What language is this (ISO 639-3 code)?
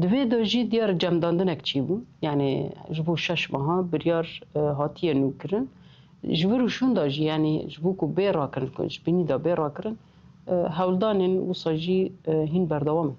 kur